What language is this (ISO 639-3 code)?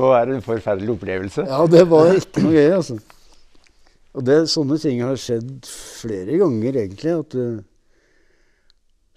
nor